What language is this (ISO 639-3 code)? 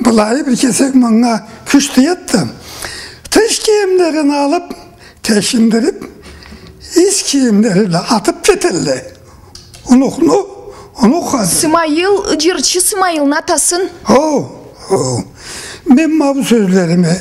krc